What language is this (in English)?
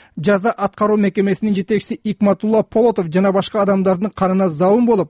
Kyrgyz